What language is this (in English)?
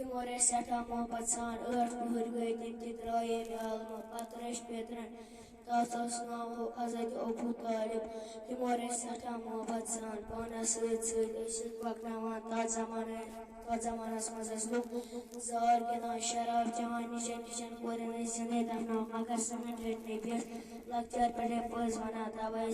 Kashmiri